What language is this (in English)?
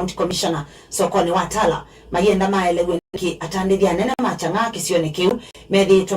Kamba